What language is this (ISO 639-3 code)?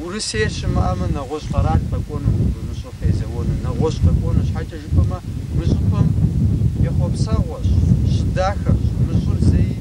kbd